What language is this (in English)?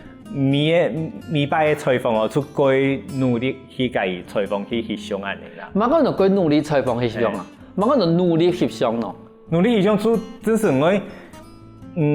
Hakka Chinese